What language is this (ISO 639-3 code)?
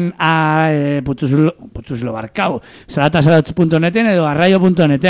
eus